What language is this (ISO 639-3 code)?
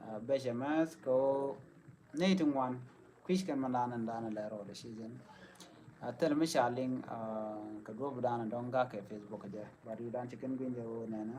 nus